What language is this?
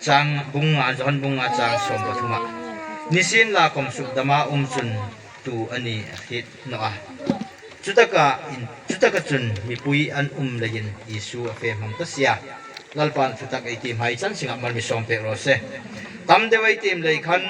Hmar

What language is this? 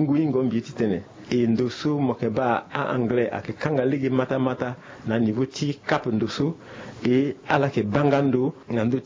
Sango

